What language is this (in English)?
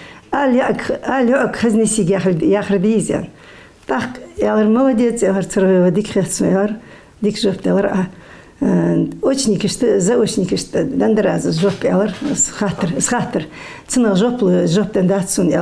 Ingush